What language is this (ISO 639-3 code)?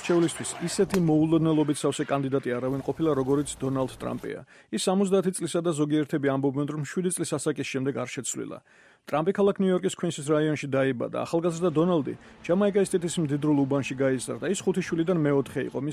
kat